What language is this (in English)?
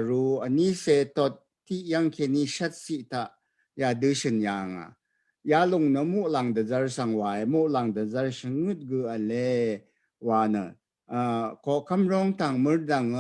Rawang